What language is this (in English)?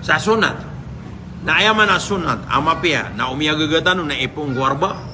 Maranao